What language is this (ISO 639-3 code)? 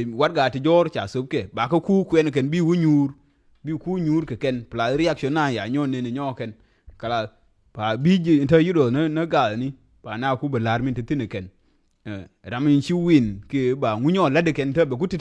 nus